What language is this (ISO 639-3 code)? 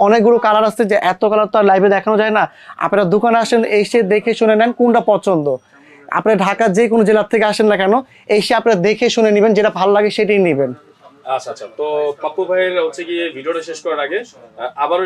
ben